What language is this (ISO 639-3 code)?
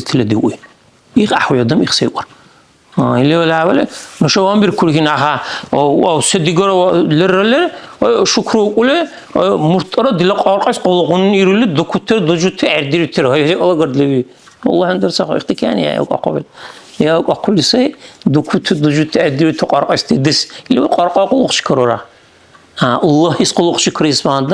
dar